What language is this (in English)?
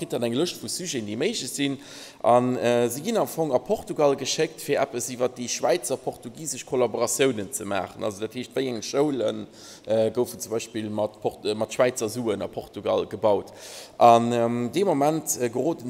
Luxembourgish